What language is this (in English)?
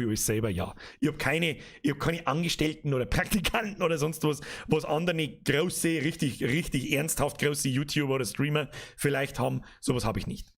Bavarian